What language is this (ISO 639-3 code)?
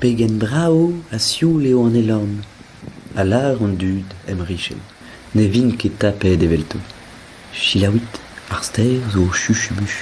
bre